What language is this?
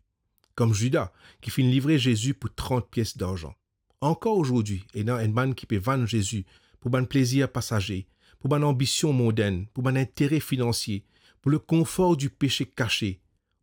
Morisyen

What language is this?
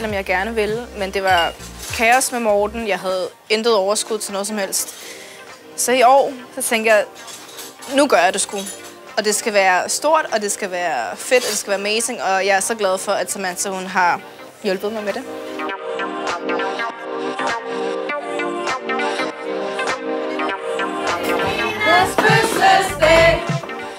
Danish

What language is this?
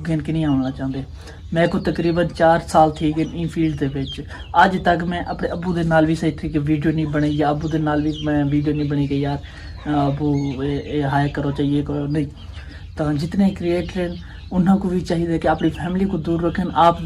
Saraiki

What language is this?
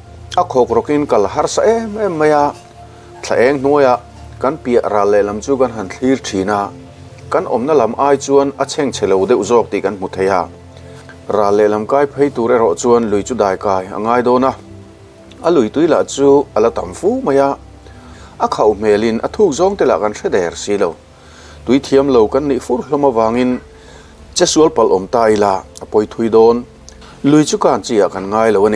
Mizo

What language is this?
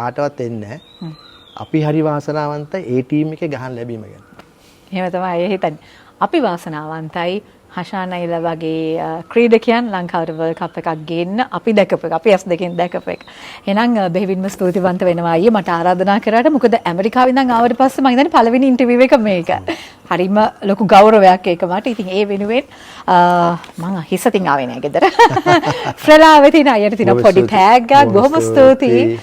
Sinhala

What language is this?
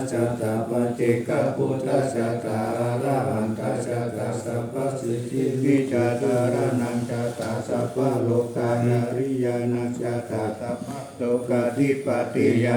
Pali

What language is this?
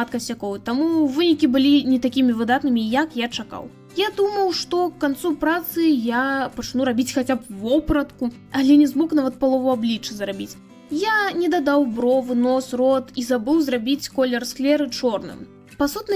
Belarusian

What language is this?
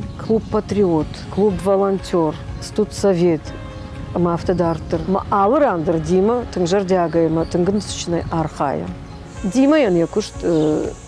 Ossetic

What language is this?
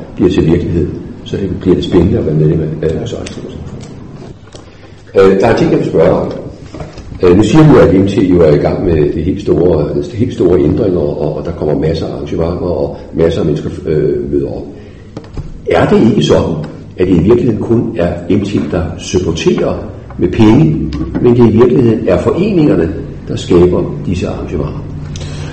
Danish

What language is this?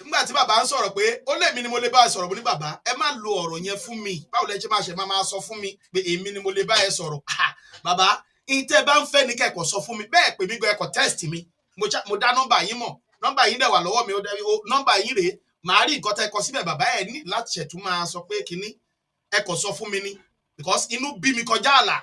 Yoruba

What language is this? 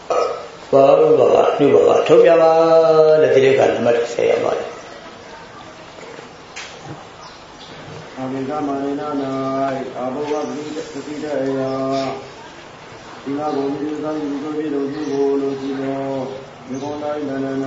Burmese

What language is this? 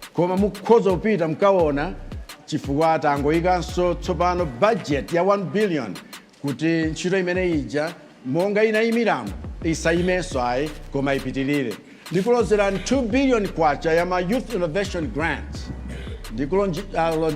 Nyanja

